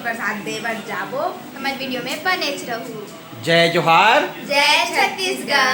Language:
Chhattisgarhi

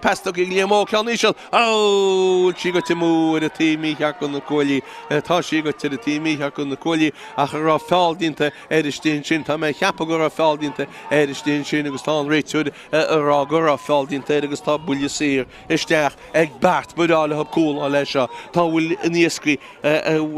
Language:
Irish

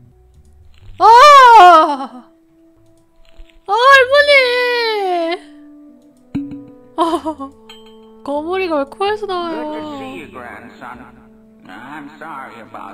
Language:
Korean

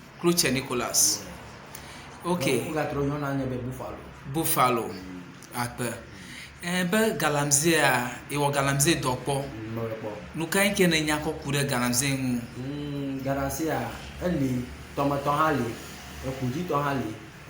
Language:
Ewe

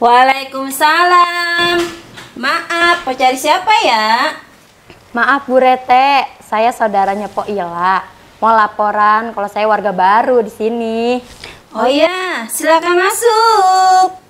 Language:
Betawi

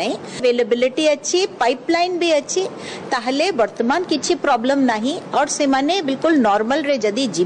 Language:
Odia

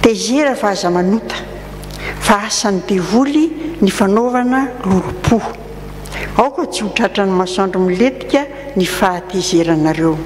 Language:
Malagasy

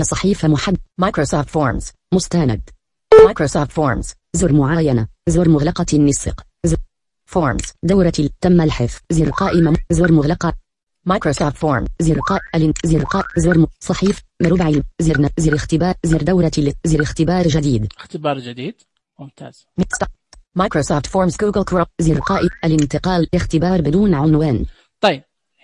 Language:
Najdi Arabic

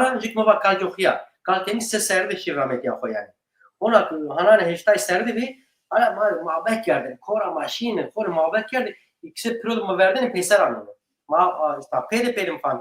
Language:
Zaza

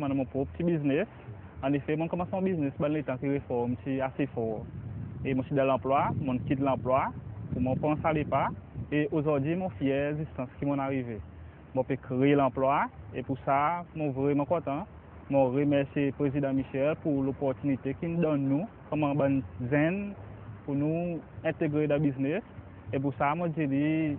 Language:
Seselwa Creole French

